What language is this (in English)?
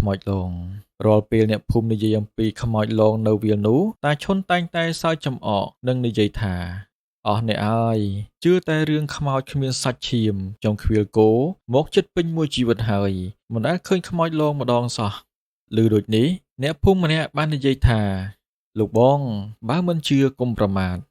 Khmer